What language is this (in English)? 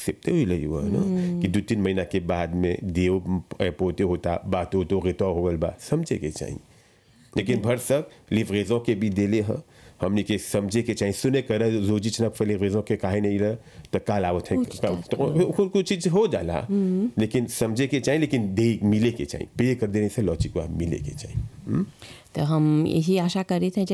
Bhojpuri